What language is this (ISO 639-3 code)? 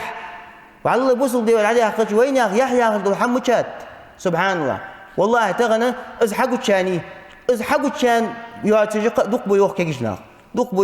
inh